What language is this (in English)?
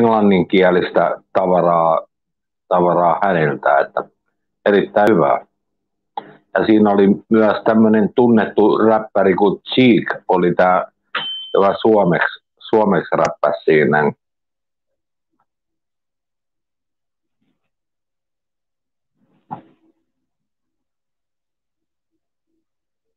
Finnish